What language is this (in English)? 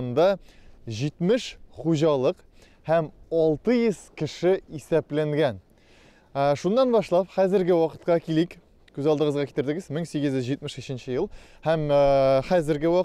Tatar